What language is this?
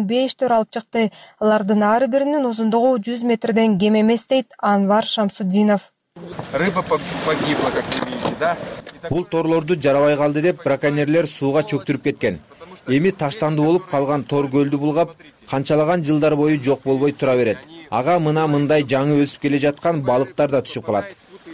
Kyrgyz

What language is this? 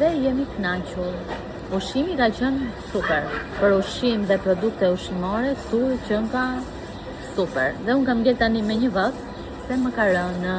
Albanian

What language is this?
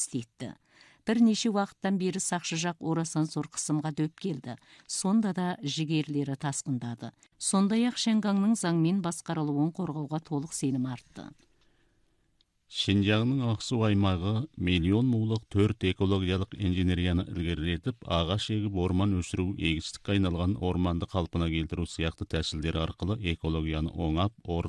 Kazakh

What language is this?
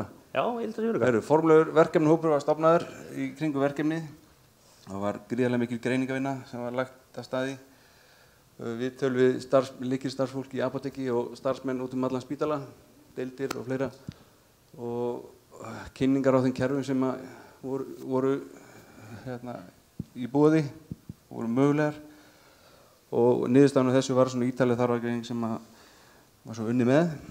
Icelandic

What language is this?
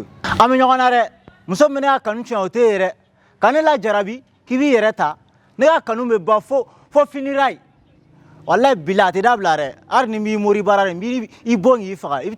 Bambara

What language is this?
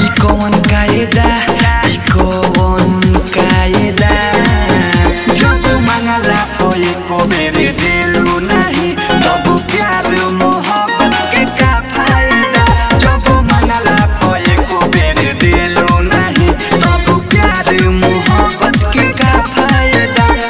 Bhojpuri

